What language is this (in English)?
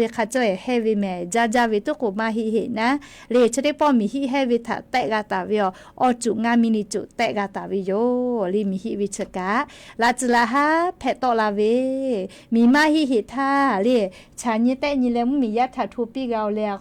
Lahu